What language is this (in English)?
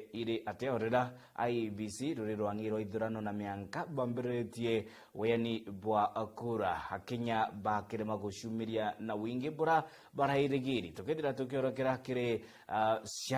Meru